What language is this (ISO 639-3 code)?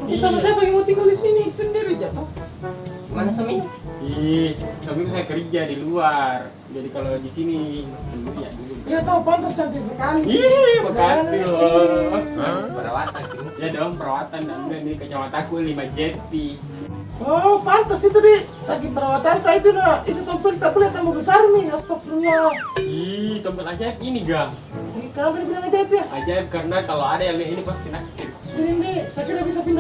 mfp